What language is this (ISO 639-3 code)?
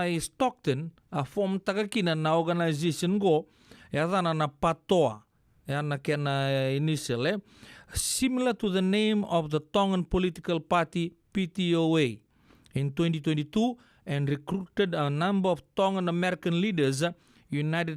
fij